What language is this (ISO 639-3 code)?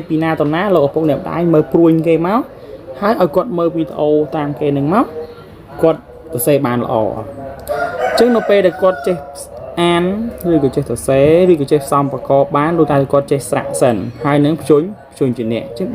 khm